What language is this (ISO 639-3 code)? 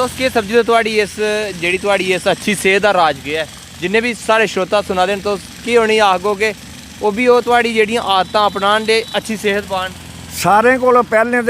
doi